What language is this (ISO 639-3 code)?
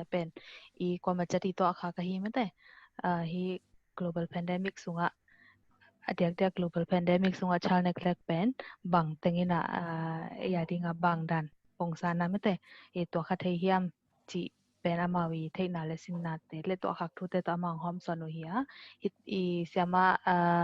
ctd